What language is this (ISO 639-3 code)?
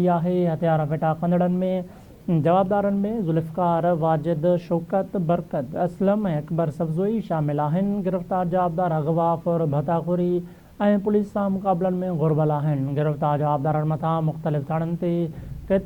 snd